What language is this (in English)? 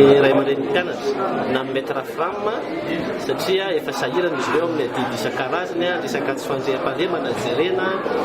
Malagasy